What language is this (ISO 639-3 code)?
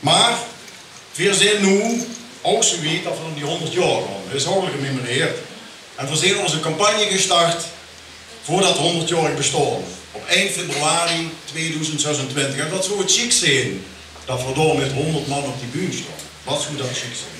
lim